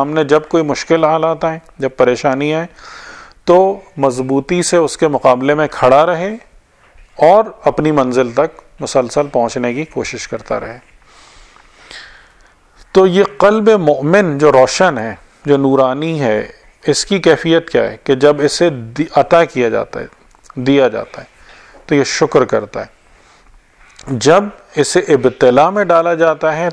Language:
Urdu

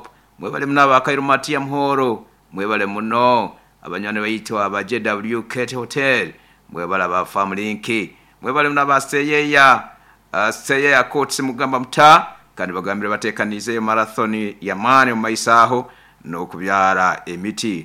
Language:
Nyoro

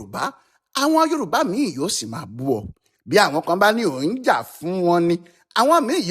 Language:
Yoruba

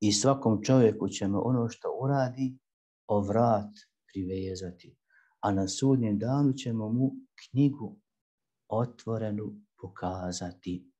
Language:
Bosnian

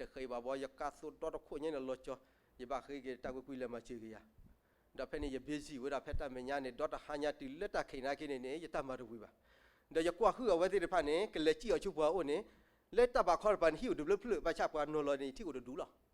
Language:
S'gaw Karen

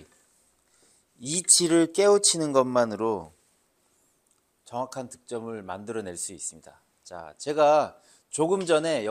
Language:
Korean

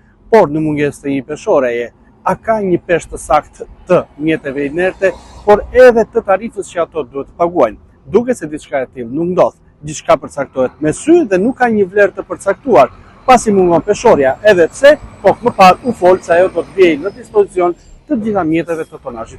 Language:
Albanian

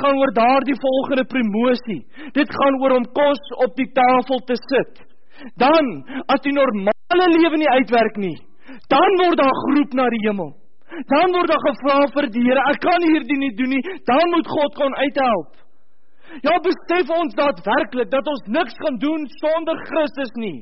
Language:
Afrikaans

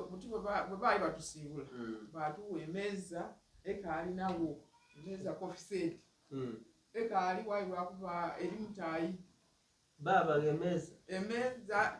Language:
Soga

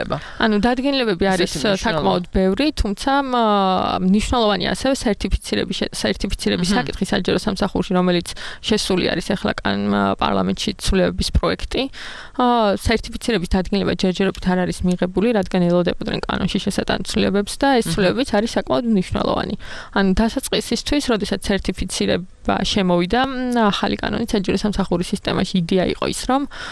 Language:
Georgian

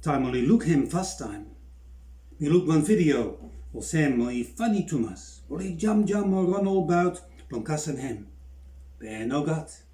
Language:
Bislama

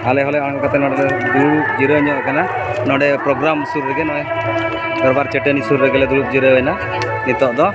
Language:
Santali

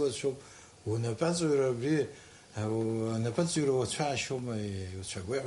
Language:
Abkhazian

